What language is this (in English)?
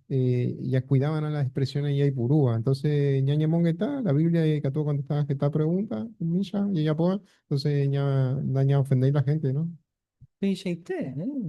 Guarani